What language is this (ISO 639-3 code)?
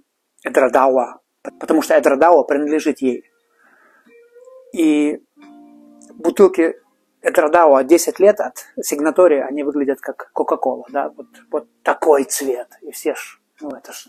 rus